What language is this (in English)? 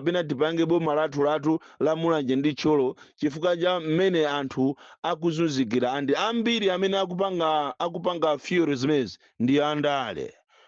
Nyanja